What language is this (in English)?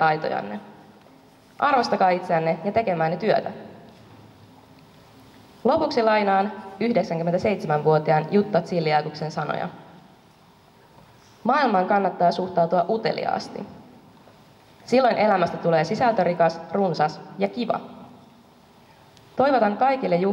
Finnish